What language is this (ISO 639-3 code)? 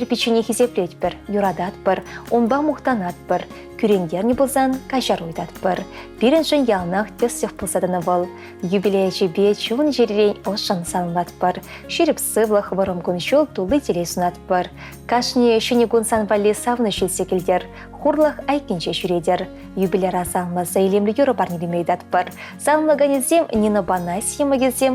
chv